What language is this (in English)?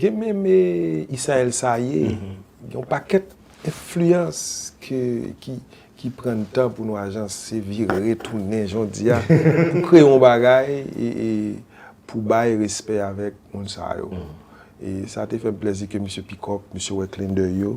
Haitian Creole